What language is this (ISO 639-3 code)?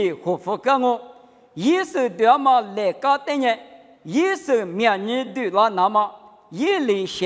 lis